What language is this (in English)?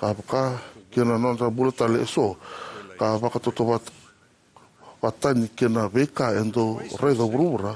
Fijian